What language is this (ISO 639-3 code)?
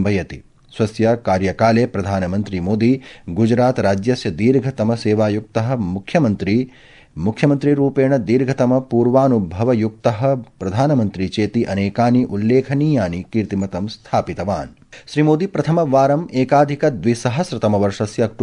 san